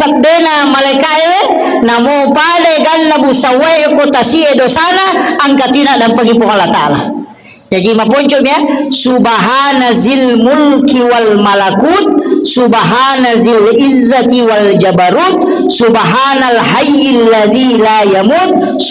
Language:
Buginese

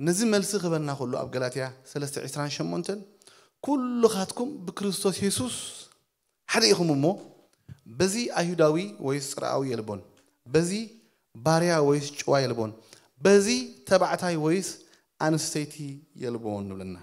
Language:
Tigrinya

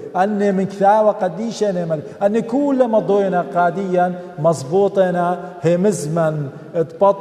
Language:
Assyrian Neo-Aramaic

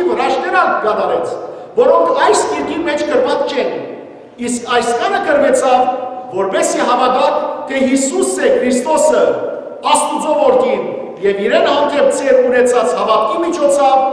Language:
Western Armenian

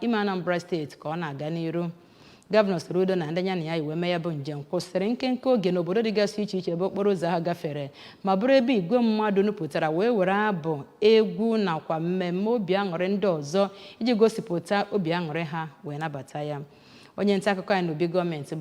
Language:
Igbo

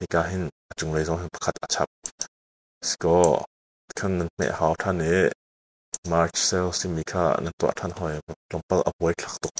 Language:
Hakha Chin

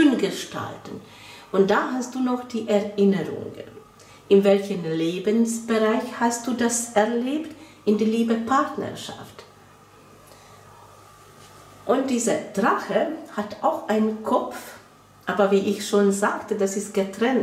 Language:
German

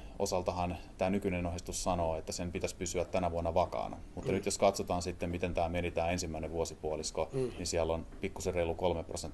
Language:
Finnish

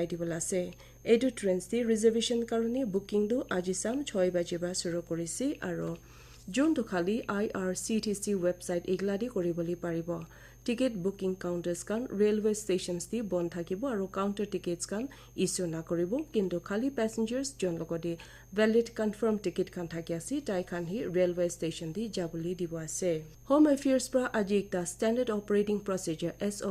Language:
Naga Pidgin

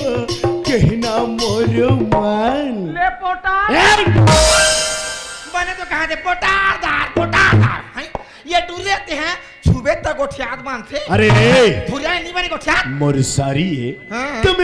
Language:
Chhattisgarhi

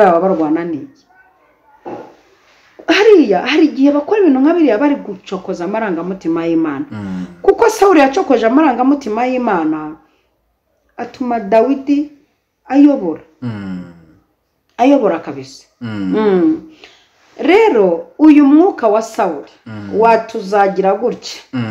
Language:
Kinyarwanda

